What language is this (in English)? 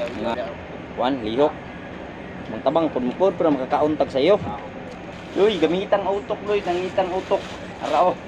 Cebuano